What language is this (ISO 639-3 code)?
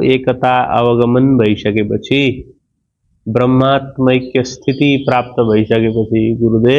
nep